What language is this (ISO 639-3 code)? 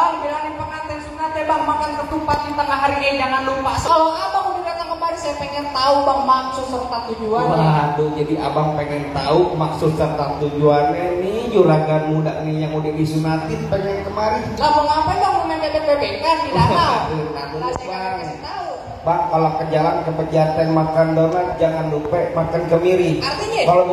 bew